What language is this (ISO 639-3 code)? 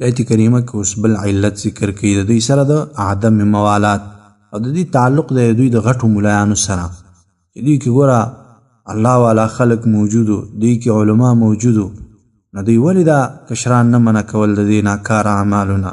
pus